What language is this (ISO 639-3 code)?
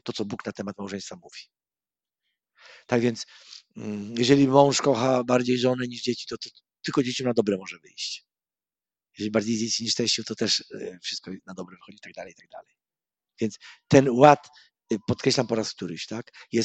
pol